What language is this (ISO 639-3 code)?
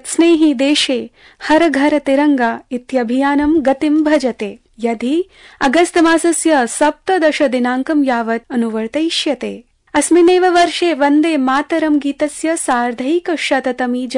san